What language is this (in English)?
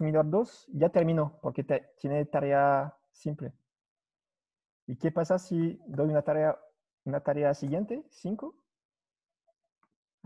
Spanish